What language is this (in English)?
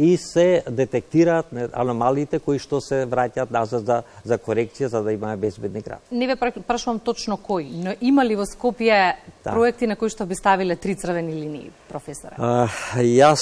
Macedonian